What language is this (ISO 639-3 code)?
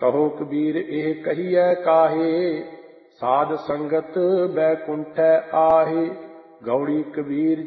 pan